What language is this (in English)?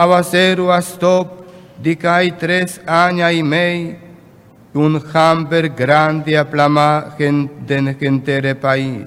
Papiamento